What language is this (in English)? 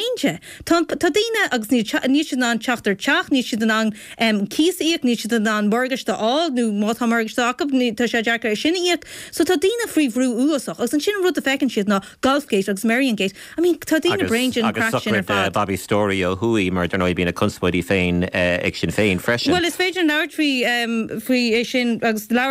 Irish